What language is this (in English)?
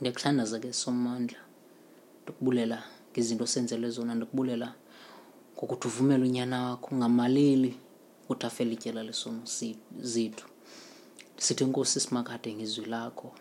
Xhosa